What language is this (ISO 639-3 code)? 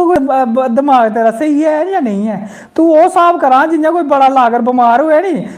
doi